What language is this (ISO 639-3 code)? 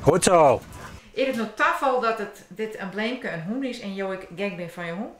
fry